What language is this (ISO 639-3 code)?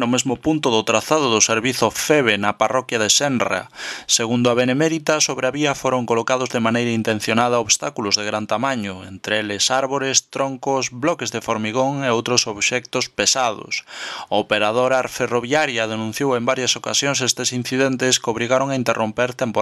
glg